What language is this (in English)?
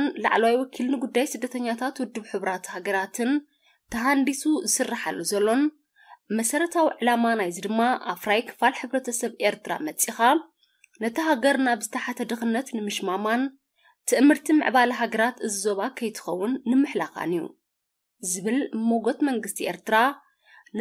Tigrinya